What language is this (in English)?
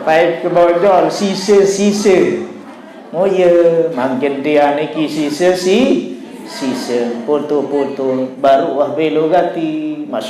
Sasak